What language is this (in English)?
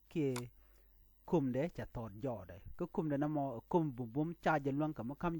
Nuer